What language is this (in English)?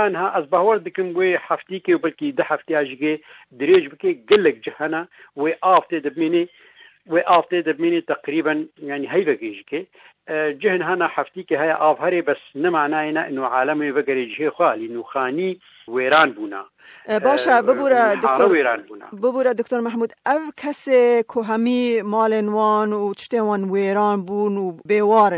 Kurdish